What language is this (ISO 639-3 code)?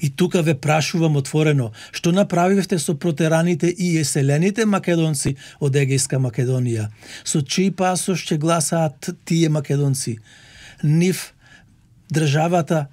mkd